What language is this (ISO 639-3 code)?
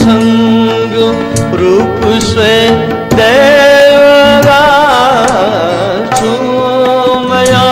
new